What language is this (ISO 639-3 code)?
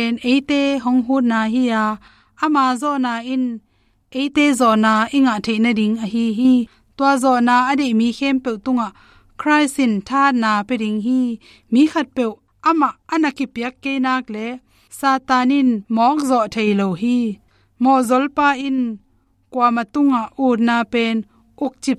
ctd